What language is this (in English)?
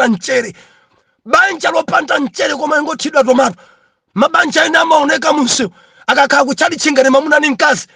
Nyanja